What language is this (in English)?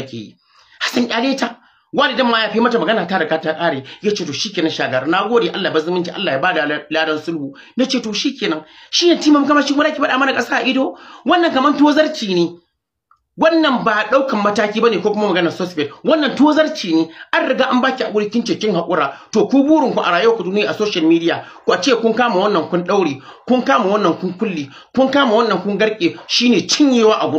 Hausa